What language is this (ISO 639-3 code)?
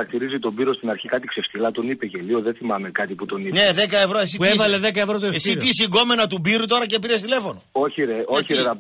ell